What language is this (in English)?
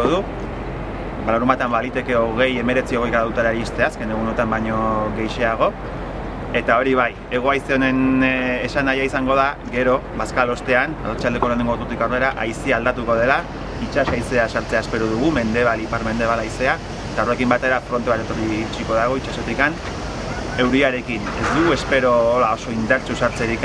Basque